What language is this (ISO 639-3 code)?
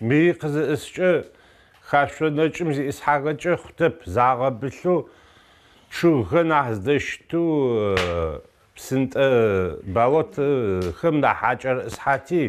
ady